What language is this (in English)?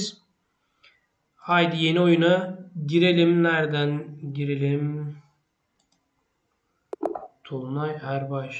Turkish